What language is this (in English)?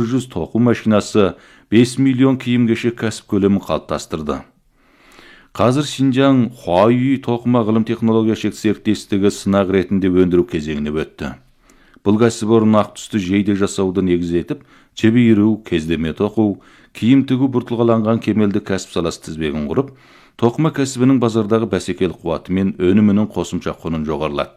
Kazakh